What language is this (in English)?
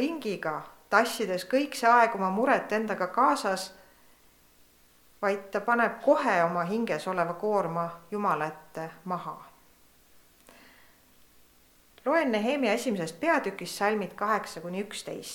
Estonian